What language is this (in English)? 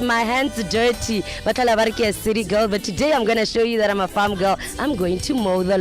Tswana